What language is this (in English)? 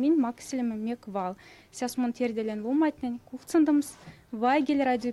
Erzya